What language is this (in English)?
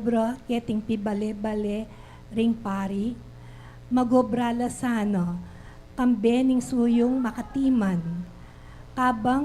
Pampanga